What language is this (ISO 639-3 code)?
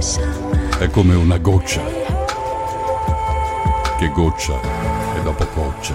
ita